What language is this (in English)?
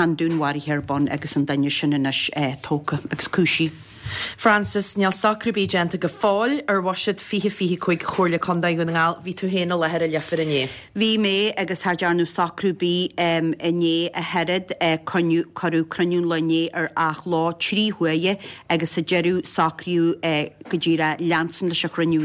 Irish